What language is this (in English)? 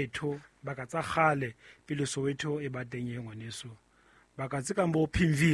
Southern Sotho